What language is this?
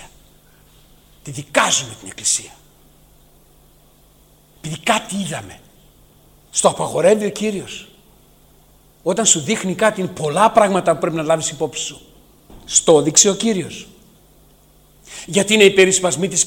Greek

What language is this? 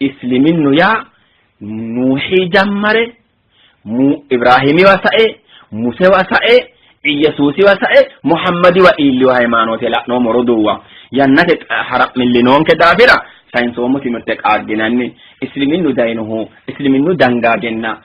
Sidamo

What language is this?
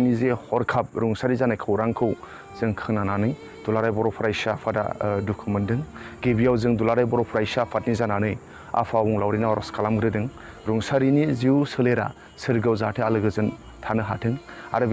Bodo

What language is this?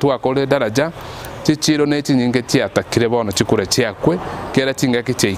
Gusii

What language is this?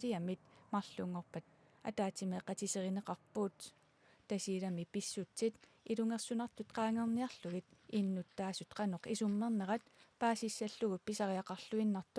Kalaallisut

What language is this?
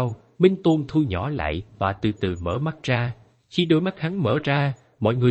Vietnamese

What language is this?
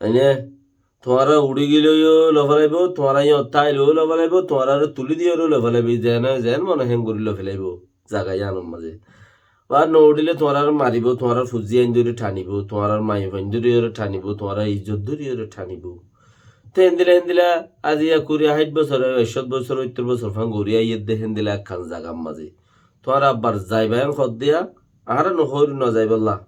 Rohingya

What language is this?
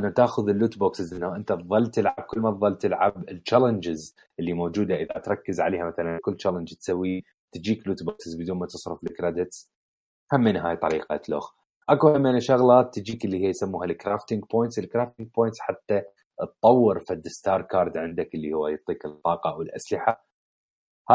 Mesopotamian Arabic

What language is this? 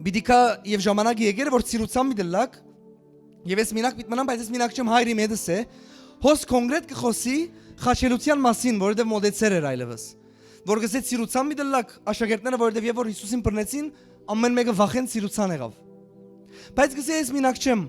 Western Armenian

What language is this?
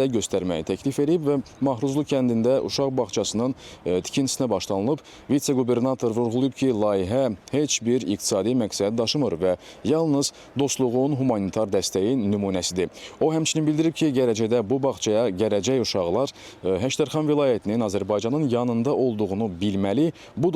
Azerbaijani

